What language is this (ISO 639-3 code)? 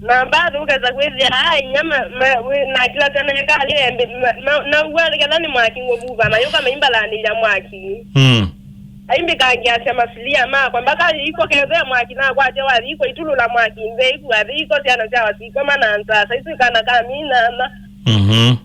kam